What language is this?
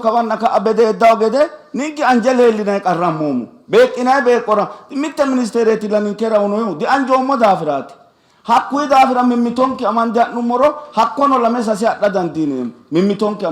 Sidamo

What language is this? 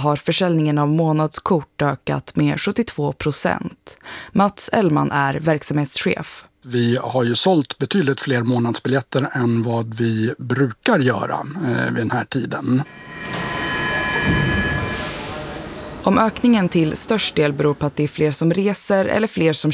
Swedish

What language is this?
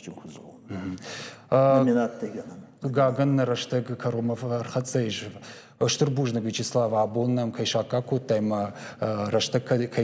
Ossetic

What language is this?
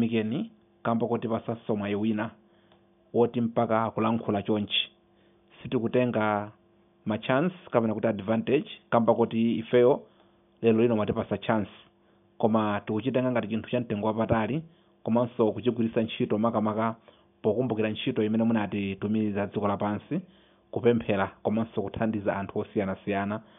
Nyanja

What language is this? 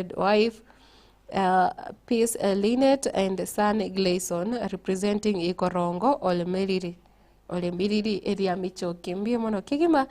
Gusii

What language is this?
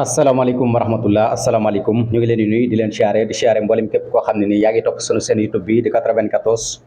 Wolof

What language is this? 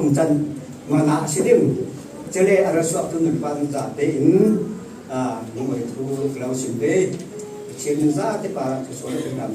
Falam Chin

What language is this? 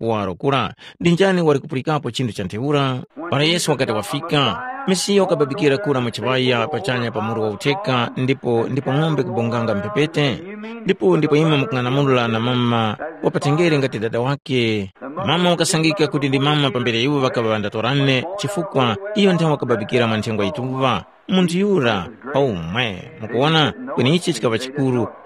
Tumbuka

